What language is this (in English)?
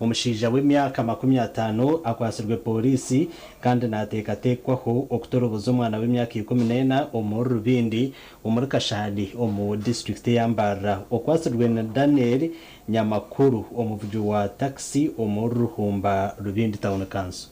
Nyankole